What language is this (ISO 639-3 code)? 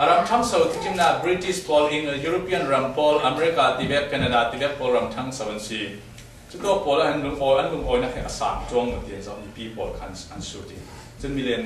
cfm